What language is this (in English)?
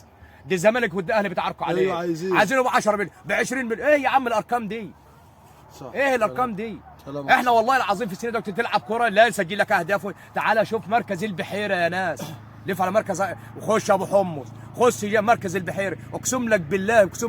Egyptian Arabic